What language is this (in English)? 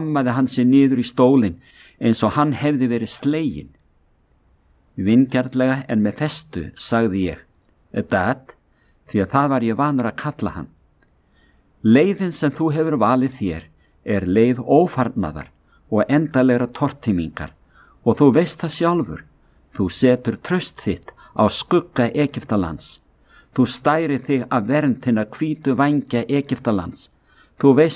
Icelandic